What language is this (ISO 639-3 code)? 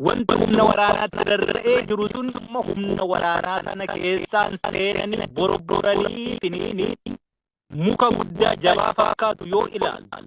orm